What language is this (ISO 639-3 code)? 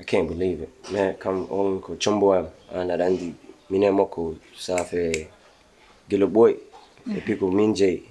ful